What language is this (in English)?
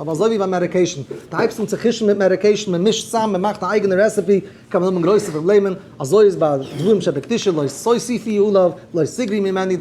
Yiddish